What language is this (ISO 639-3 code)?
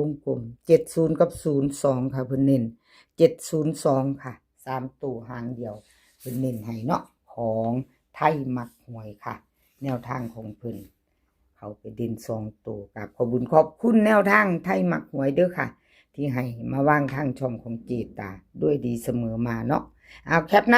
tts